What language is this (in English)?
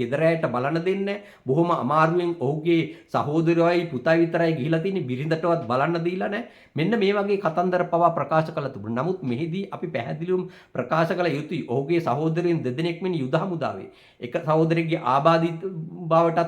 Sinhala